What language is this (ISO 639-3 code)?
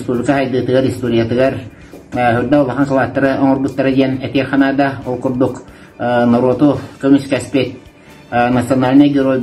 sah